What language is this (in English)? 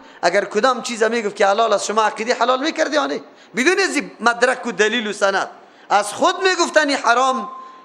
Persian